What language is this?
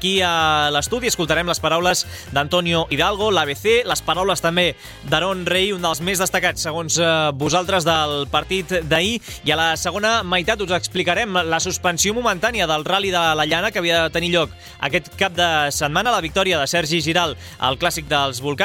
Catalan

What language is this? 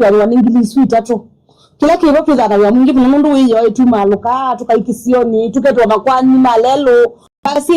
Kamba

